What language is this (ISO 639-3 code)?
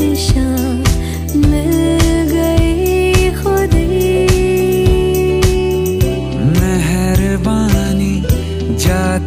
hin